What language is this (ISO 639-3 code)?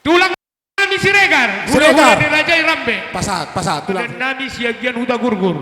bts